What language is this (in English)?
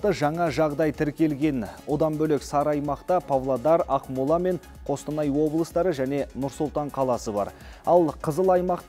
Kazakh